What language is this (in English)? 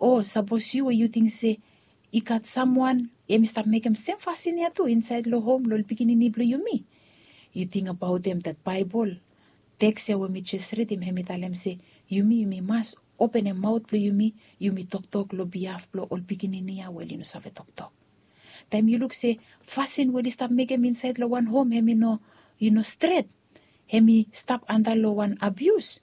Bislama